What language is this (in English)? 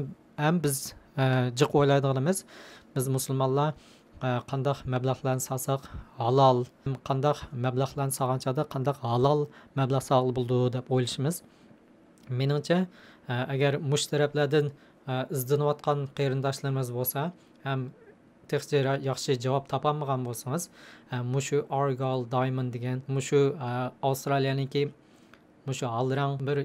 Uyghur